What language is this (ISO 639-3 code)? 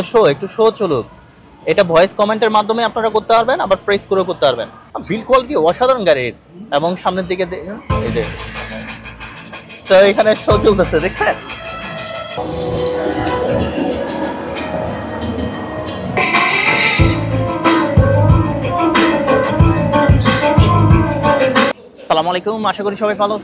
ben